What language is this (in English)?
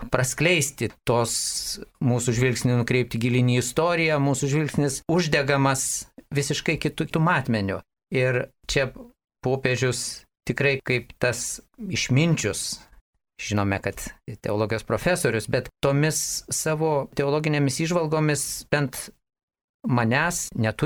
Lithuanian